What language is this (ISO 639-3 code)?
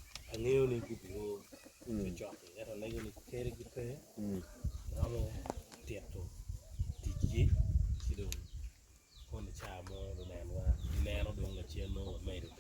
ach